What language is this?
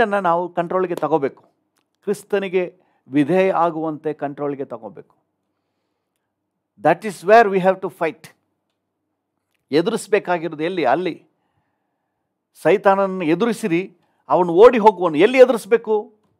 Kannada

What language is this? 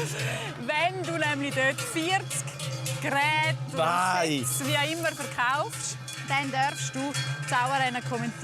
Swiss German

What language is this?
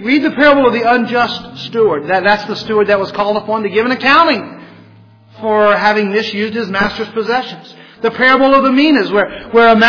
English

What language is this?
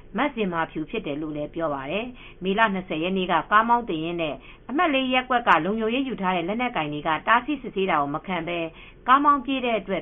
Burmese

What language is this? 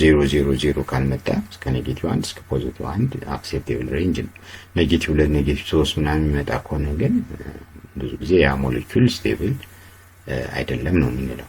Amharic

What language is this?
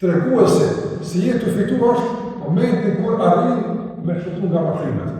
Albanian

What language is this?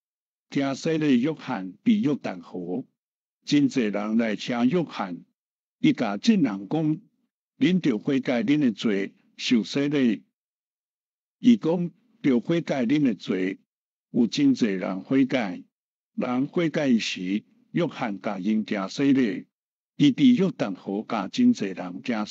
Min Nan Chinese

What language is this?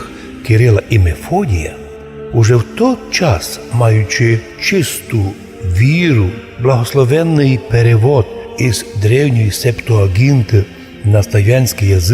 Rusyn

